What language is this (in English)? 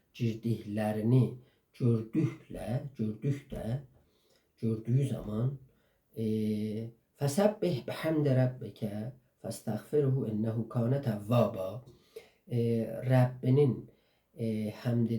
South Azerbaijani